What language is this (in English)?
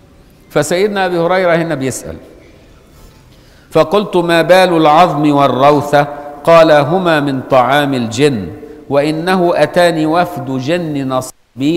Arabic